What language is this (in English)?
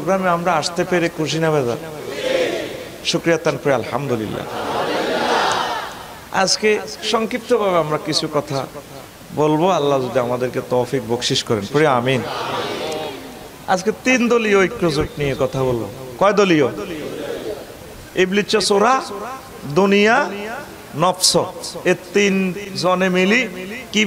Bangla